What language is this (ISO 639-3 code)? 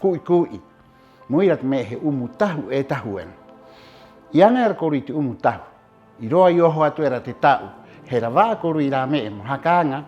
rap